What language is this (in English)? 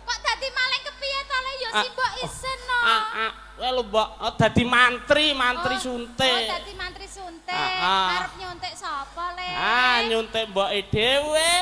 Javanese